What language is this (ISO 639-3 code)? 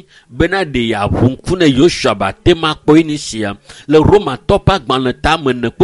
ewe